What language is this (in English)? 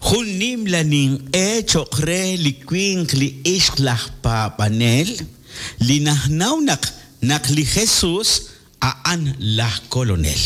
Kekchí